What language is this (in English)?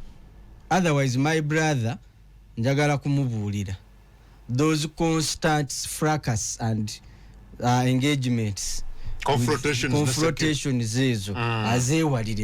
Ganda